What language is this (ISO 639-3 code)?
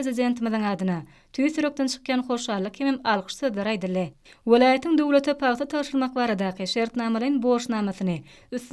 tuk